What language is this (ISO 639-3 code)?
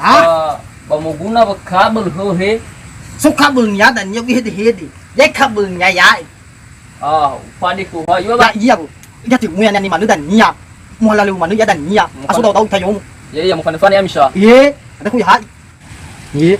nia